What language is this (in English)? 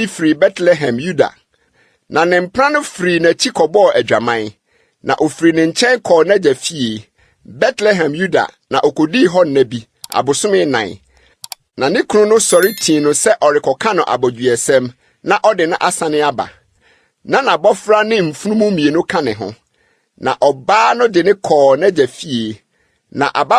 Akan